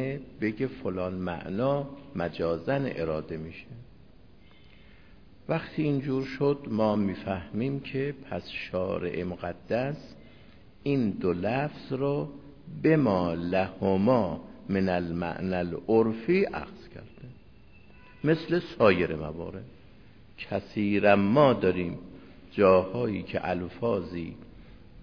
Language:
Persian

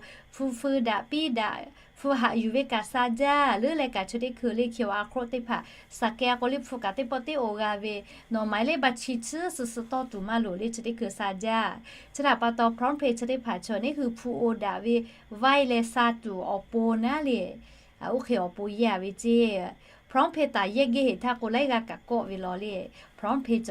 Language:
Lahu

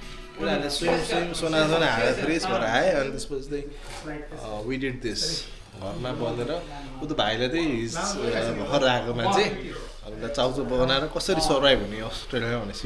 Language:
Nepali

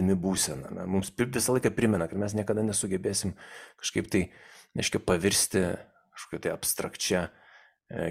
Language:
Lithuanian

